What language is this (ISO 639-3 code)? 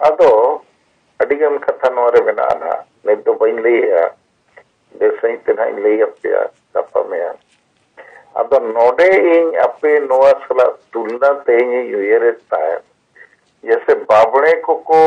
sat